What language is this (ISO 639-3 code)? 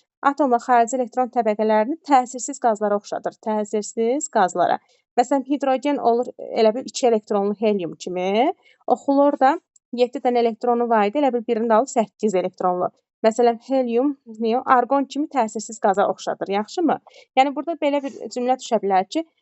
aze